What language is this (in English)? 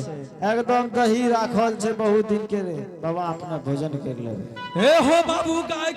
Angika